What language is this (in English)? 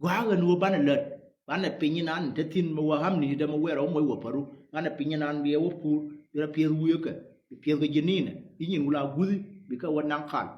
Nuer